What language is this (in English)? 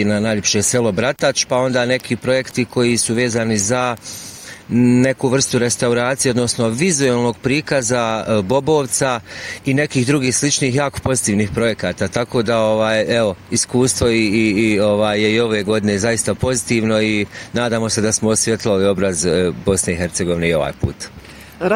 Bosnian